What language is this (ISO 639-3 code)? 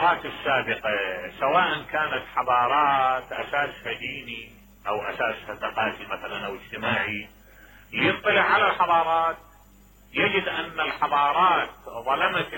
acm